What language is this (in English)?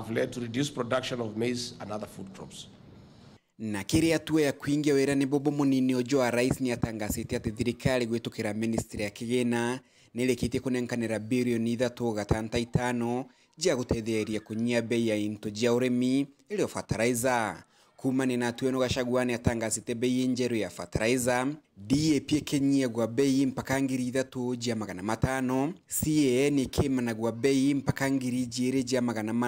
Meru